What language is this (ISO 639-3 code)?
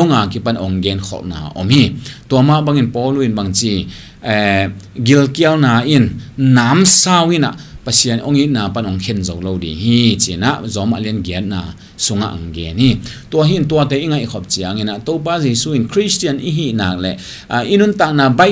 ctd